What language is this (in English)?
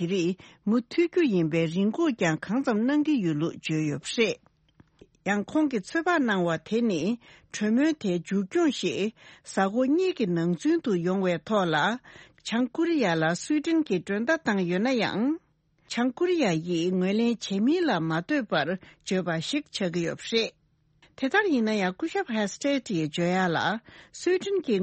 Tibetan